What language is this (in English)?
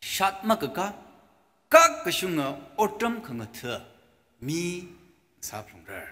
Tangkhul Naga (India)